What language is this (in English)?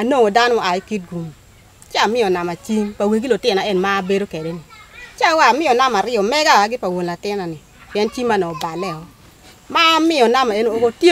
Acoli